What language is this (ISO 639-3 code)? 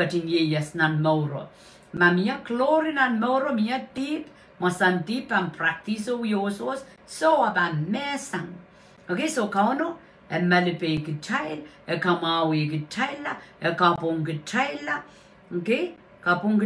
pon